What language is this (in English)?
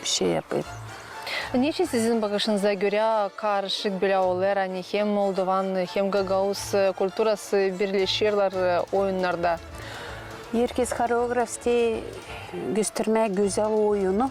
Gagauz